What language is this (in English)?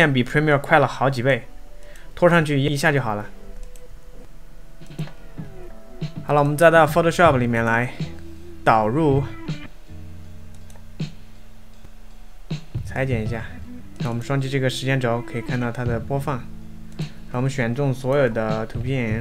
Chinese